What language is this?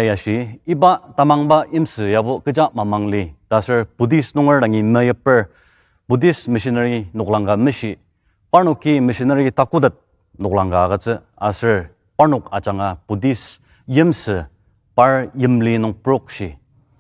Ao Naga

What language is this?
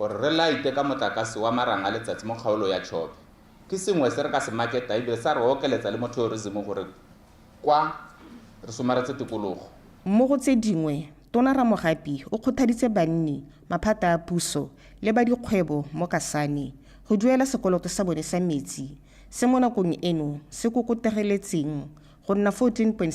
Tswana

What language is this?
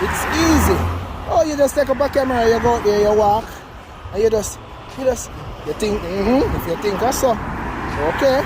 Jamaican Creole English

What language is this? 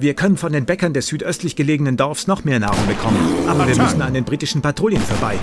Bavarian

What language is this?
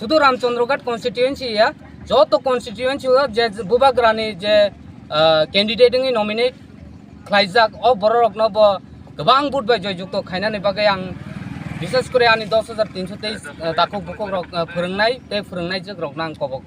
Kok Borok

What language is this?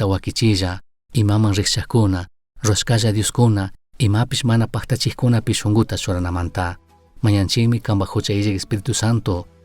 Chimborazo Highland Quichua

